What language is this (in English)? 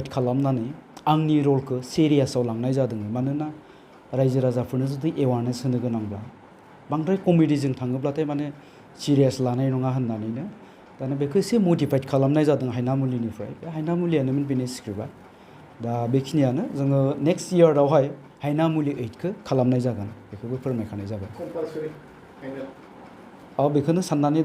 Bodo